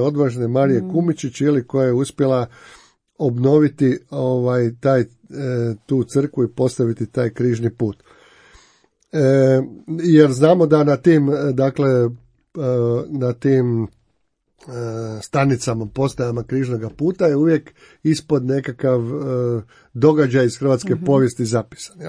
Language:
Croatian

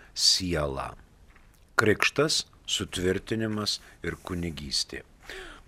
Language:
Lithuanian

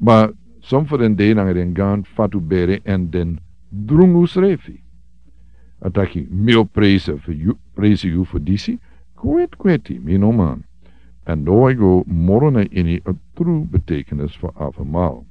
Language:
Sranan Tongo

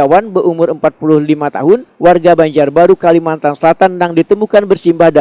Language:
Banjar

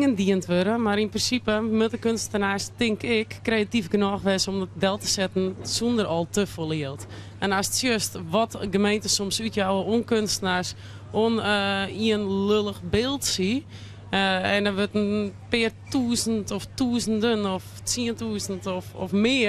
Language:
Western Frisian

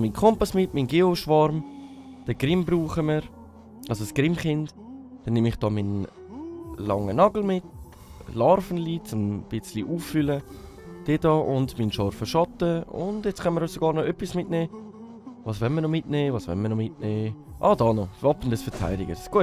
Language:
Swiss German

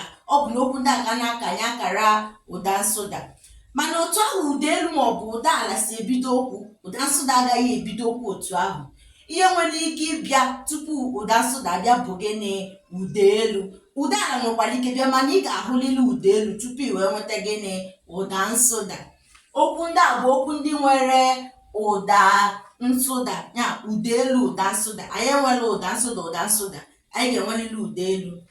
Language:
Igbo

